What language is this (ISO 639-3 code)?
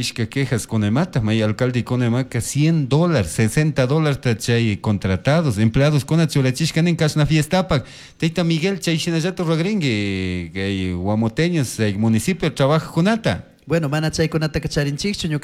qug